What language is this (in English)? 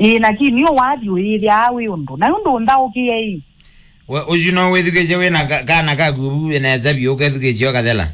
Kamba